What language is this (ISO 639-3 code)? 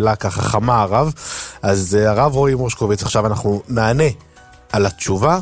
heb